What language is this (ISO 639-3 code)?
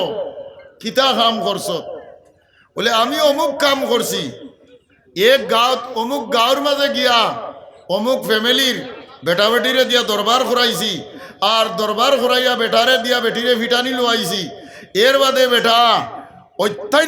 syl